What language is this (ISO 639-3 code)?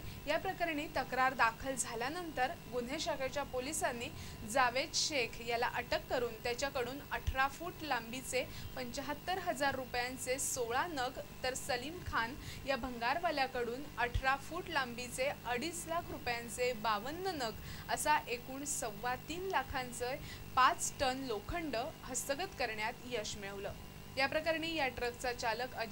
mar